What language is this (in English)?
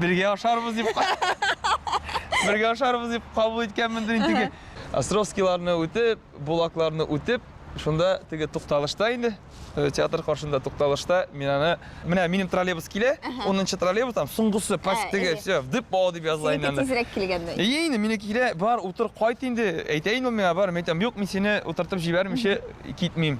Tatar